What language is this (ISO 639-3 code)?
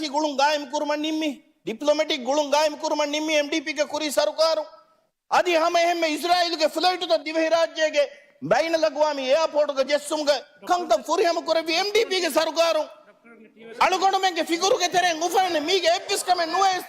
div